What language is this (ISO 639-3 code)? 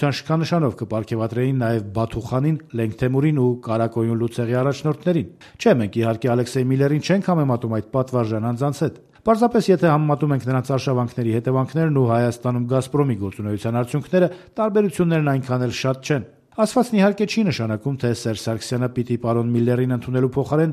hye